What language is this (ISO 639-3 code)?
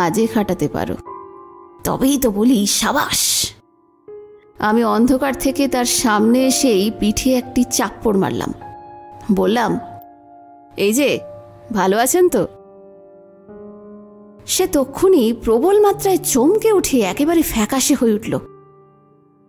ben